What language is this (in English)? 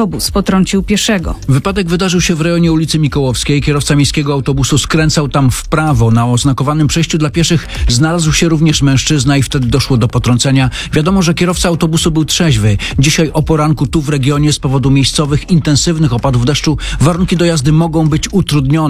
Polish